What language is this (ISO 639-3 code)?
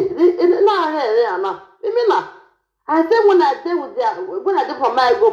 pcm